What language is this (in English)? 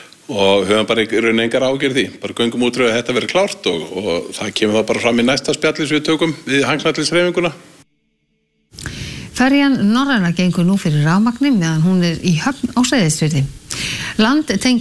Icelandic